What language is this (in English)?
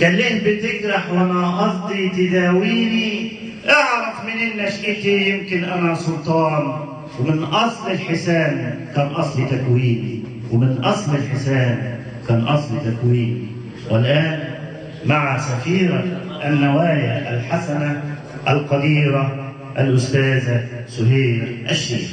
Egyptian Arabic